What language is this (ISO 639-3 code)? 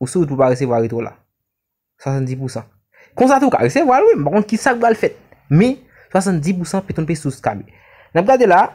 hat